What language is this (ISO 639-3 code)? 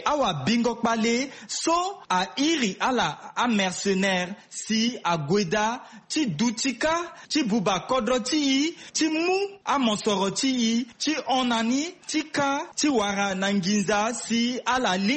sag